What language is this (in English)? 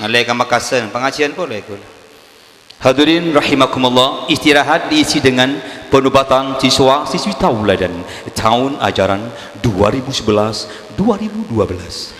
Madurese